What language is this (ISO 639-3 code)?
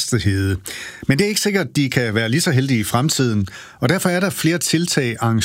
dan